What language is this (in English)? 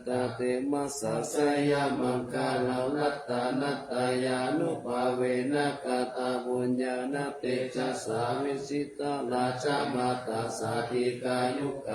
Pali